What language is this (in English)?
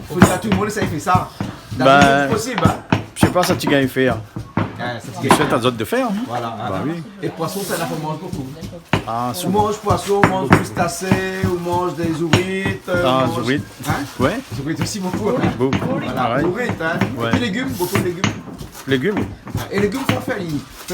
Réunion Creole French